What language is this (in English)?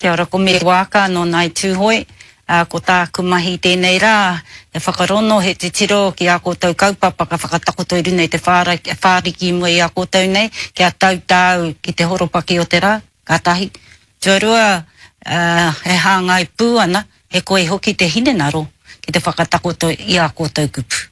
Māori